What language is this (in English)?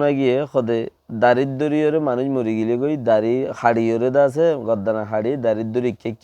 Rohingya